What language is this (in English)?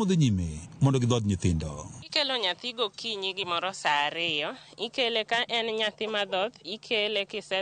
Luo (Kenya and Tanzania)